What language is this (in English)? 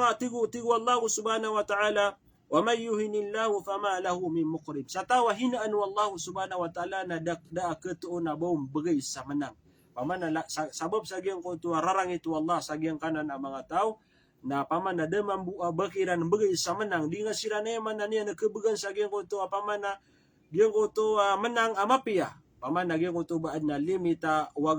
Maranao